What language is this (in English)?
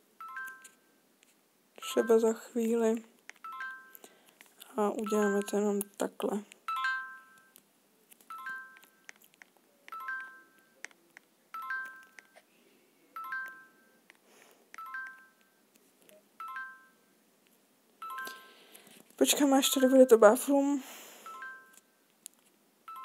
Czech